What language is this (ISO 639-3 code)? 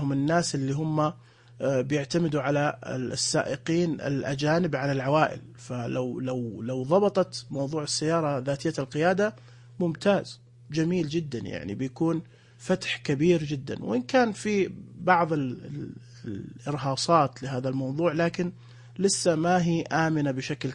ars